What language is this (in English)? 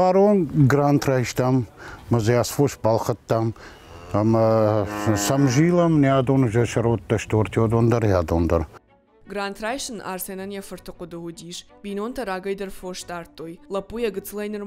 Ossetic